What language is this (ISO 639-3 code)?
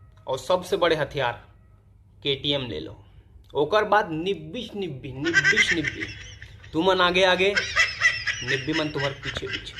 hne